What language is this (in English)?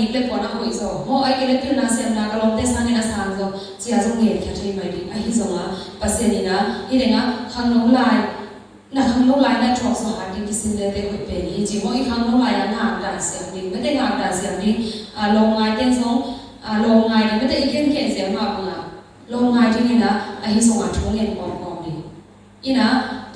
Tedim Chin